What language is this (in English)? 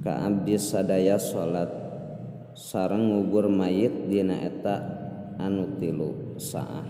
Sundanese